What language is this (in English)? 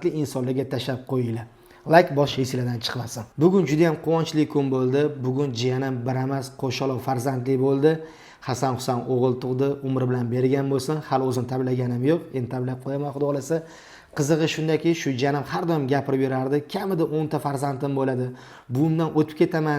Uzbek